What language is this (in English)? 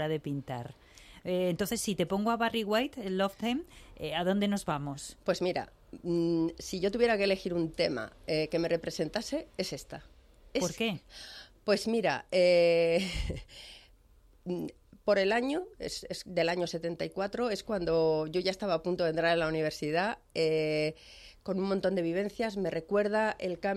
Spanish